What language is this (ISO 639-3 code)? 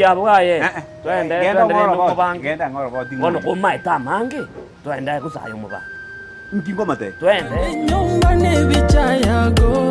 guz